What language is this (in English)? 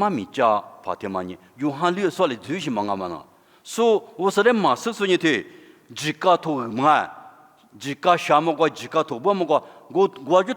Lisu